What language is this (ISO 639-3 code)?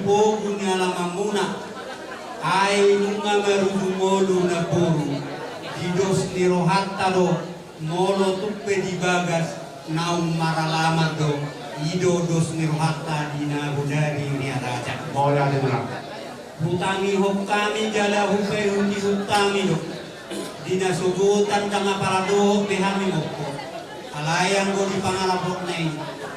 bbc